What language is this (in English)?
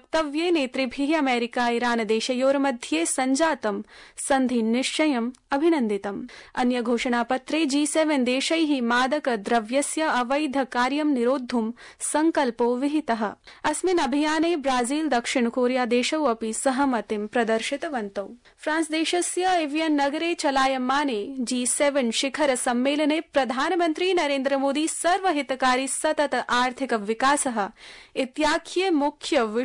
Sanskrit